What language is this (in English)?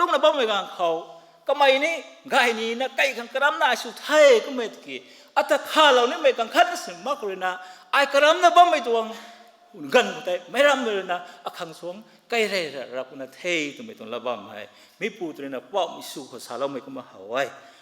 Rongmei Naga